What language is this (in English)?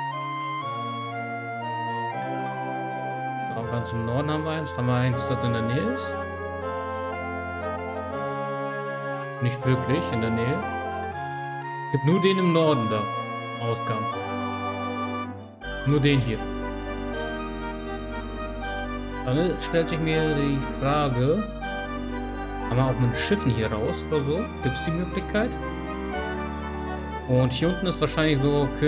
German